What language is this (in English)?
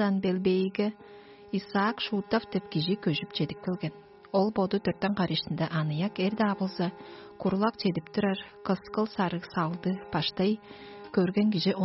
Tuvinian